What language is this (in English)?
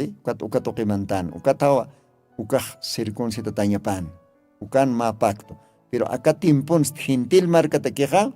Aymara